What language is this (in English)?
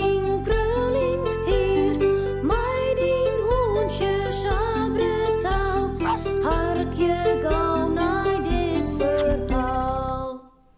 Western Frisian